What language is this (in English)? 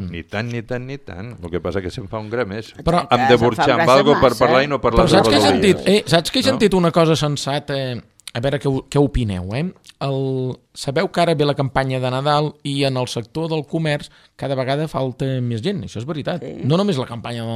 Catalan